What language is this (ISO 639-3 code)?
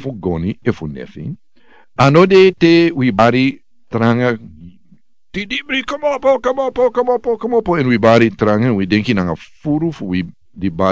srn